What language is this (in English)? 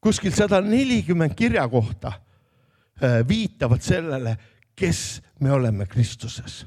Estonian